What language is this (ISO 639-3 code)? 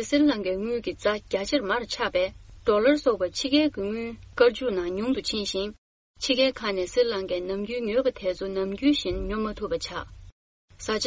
bod